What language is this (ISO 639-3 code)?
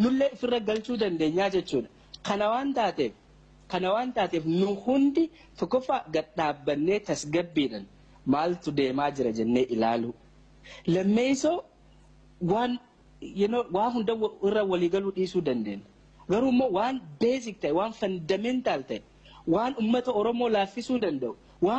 orm